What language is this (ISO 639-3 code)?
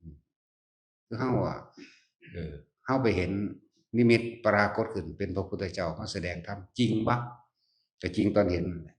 tts